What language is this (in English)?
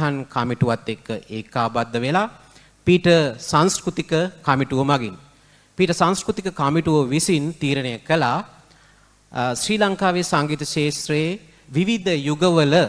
Sinhala